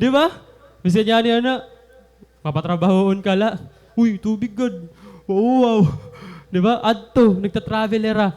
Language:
Waray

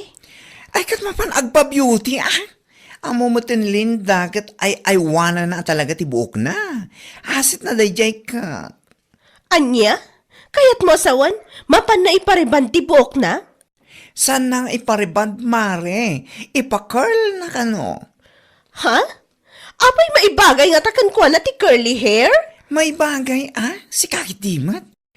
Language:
Iloko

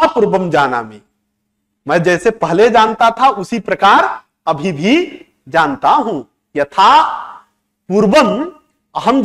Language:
Sanskrit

